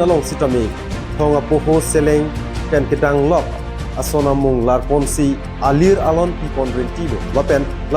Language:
Karbi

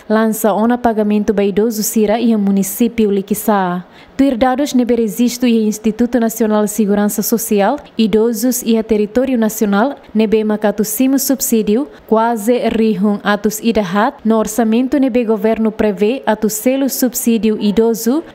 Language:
Tetum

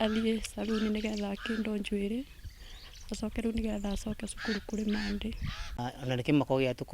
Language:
Kikuyu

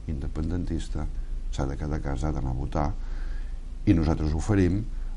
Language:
Catalan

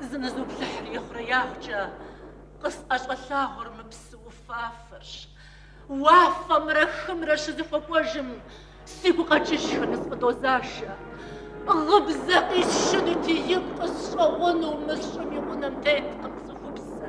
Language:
Kabardian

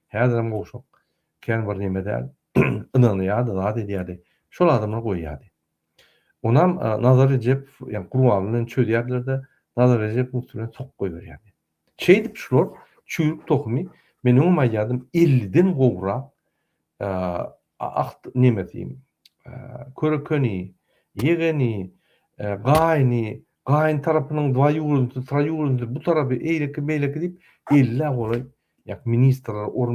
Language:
Turkmen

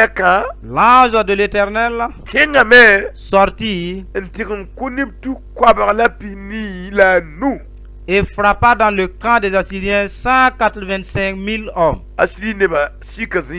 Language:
Mossi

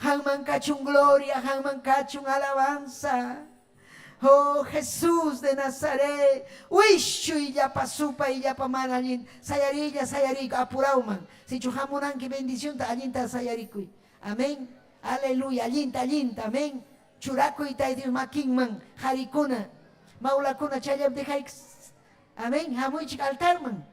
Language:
Ayacucho Quechua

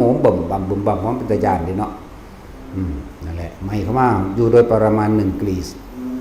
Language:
Northeastern Thai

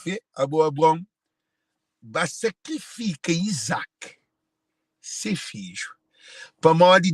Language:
Kabuverdianu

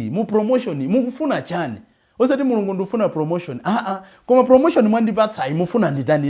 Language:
Nyanja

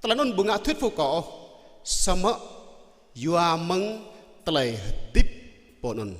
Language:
Jarai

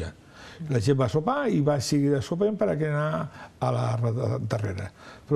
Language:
Catalan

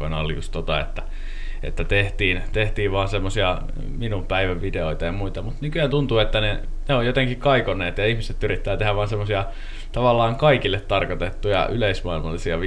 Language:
Finnish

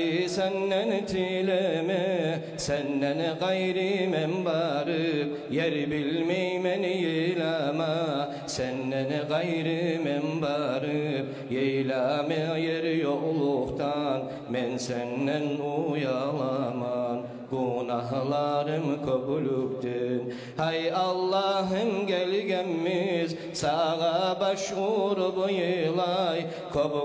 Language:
Kumyk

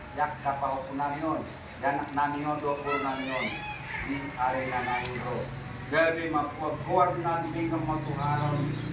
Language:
Batak Toba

